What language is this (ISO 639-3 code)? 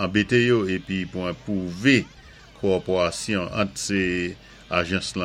acf